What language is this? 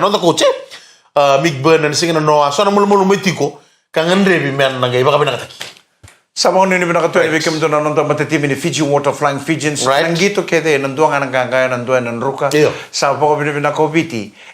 Fijian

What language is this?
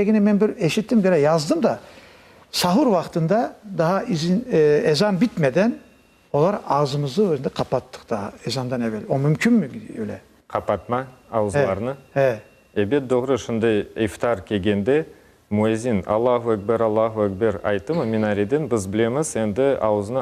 Crimean Tatar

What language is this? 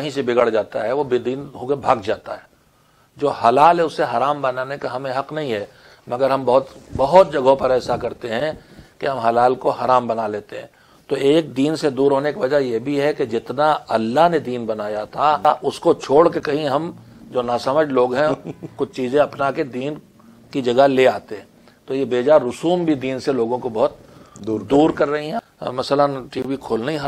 Urdu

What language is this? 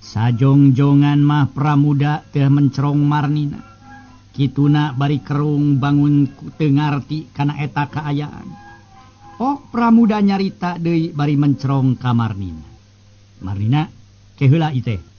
Sundanese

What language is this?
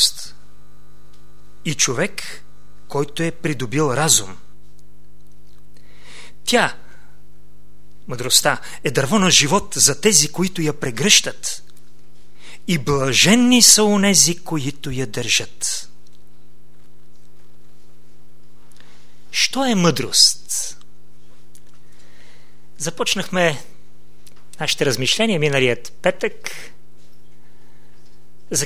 Bulgarian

